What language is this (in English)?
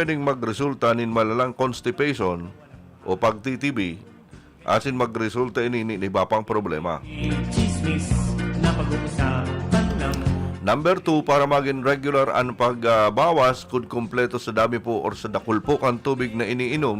Bikol